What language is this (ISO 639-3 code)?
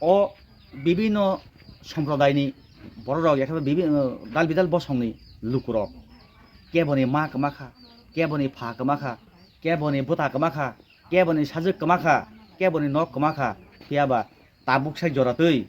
trp